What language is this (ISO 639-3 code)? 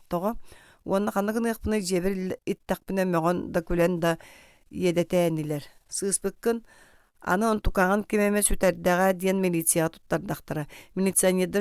sah